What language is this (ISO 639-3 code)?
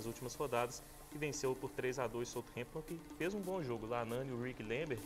por